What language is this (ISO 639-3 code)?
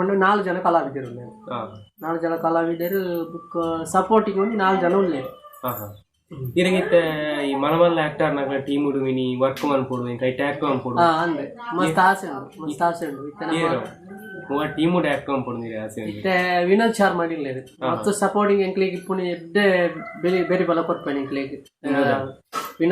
tcy